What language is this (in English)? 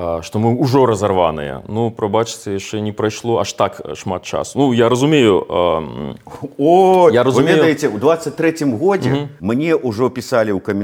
Belarusian